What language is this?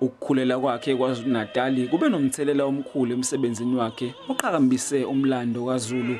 Zulu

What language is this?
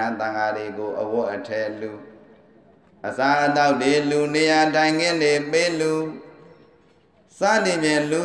Burmese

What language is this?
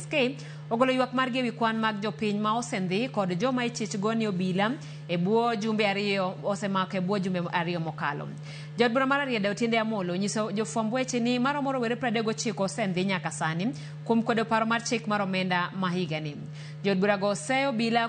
Luo (Kenya and Tanzania)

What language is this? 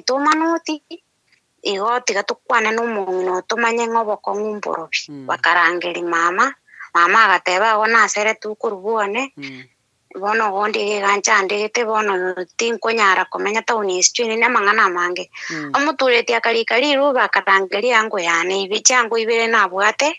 Gusii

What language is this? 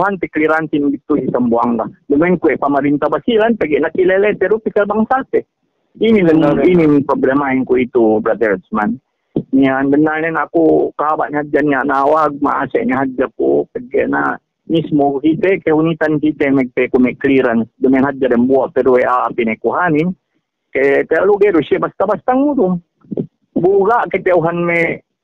Yakan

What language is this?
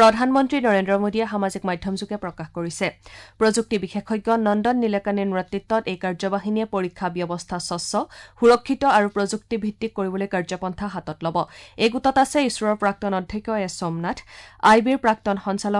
Assamese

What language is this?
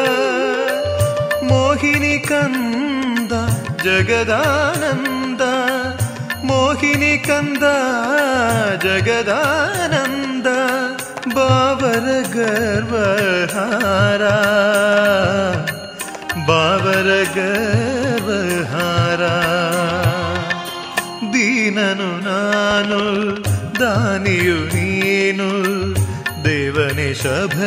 Kannada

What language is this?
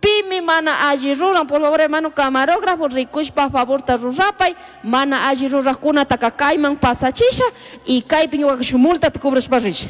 Chimborazo Highland Quichua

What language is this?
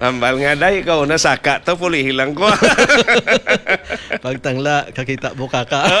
Hiligaynon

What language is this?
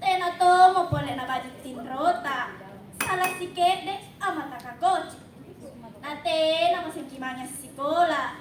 Makasar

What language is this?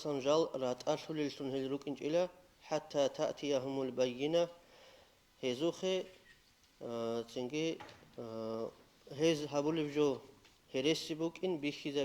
Avaric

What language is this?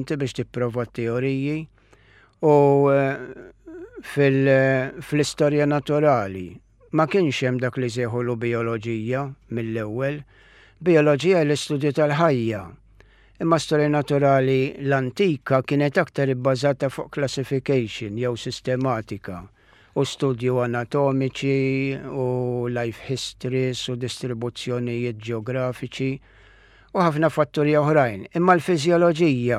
Maltese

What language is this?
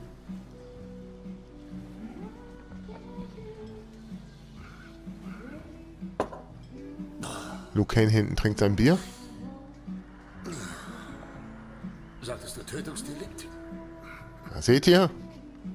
German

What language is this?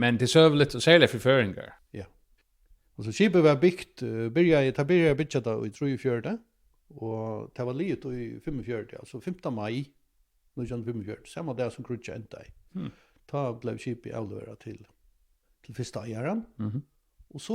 Faroese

